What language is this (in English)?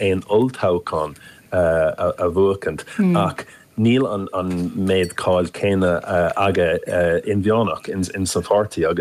Irish